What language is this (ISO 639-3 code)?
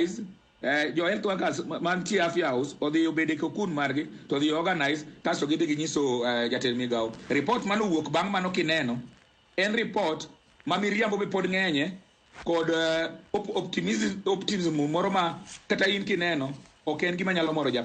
luo